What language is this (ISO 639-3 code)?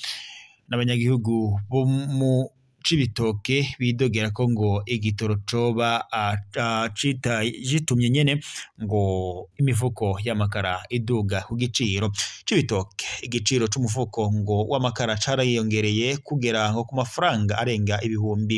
run